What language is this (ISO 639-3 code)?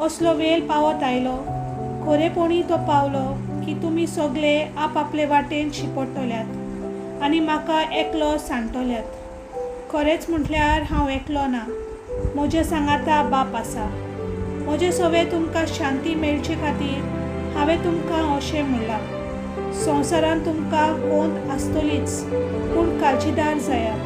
kok